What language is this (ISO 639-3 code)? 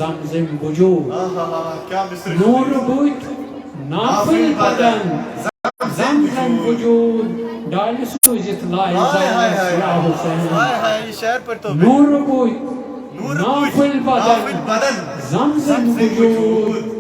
kas